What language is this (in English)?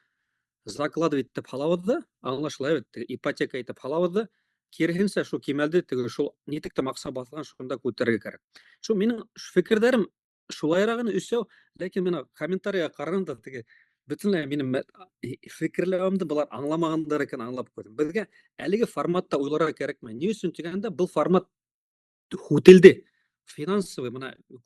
Bashkir